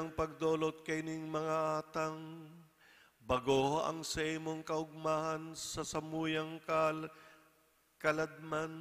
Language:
Bikol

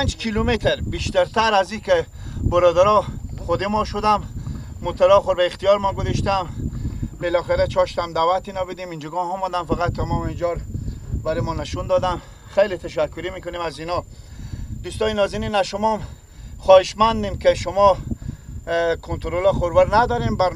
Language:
Persian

